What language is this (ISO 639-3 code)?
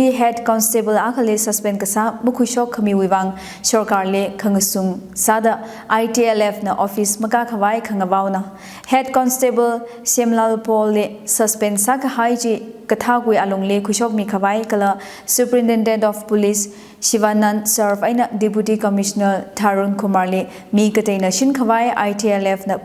nmf